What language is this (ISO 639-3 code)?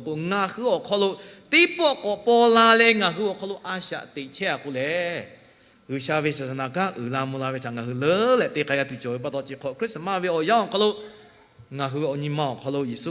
lhu